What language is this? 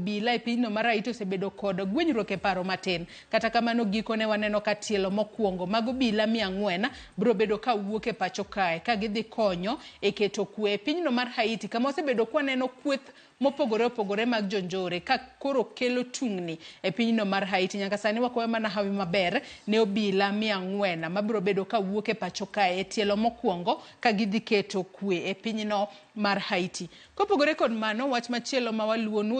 Luo (Kenya and Tanzania)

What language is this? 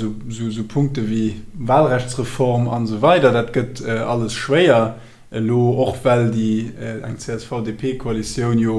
Luxembourgish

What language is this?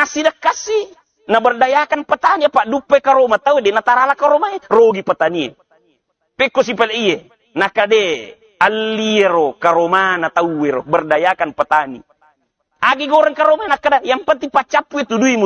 Buginese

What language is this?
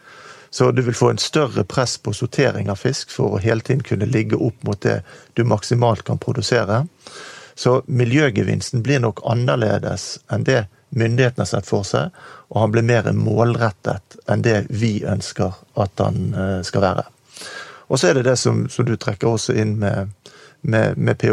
Norwegian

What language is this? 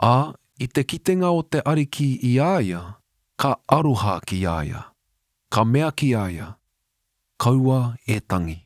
Māori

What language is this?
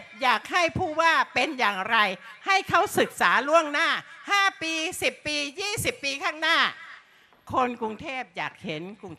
Thai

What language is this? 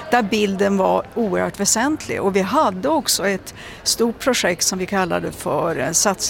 Swedish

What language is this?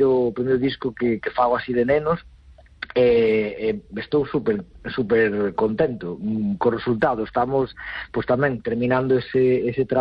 Galician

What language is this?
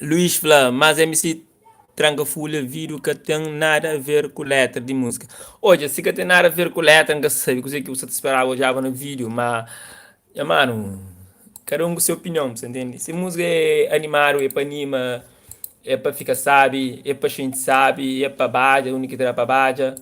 Kabuverdianu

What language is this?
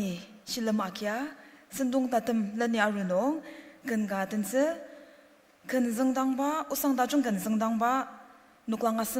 Ao Naga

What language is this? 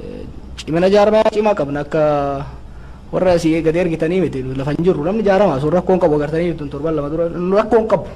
Oromo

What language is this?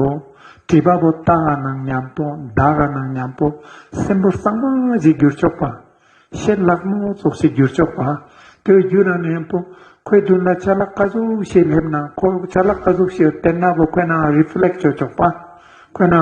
Ladakhi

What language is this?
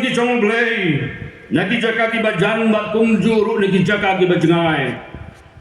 Khasi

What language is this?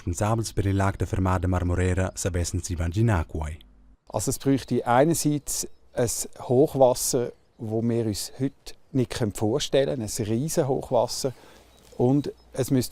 Romansh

